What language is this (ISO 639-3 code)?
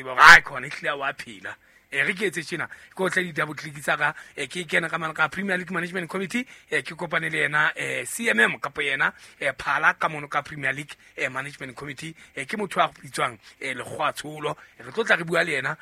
sot